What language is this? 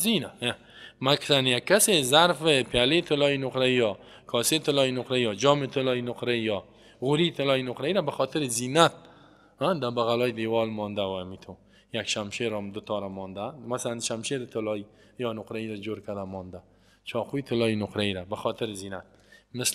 Persian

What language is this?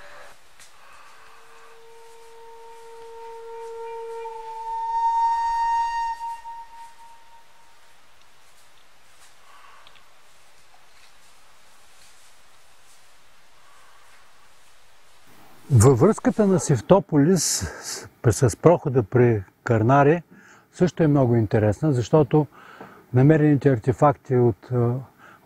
Bulgarian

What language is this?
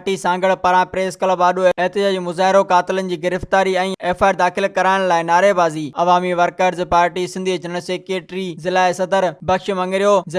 Sindhi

